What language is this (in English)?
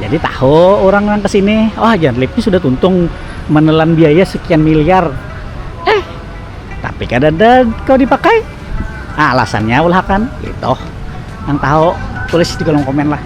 Banjar